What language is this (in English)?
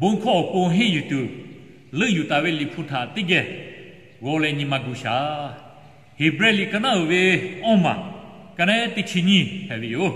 Lahu